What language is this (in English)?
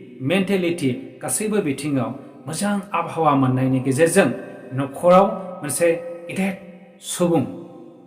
Bodo